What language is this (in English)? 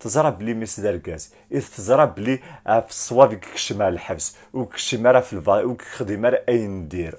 Kabyle